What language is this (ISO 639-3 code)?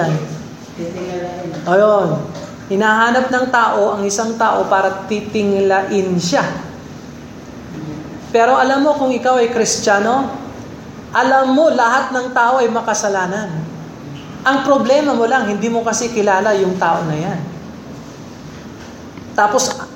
fil